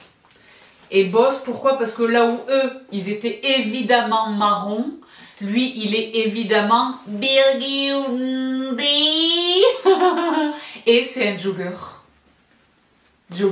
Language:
French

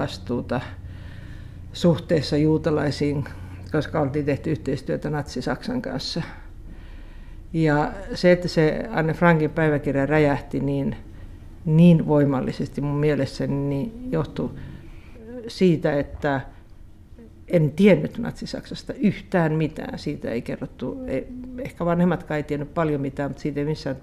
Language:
Finnish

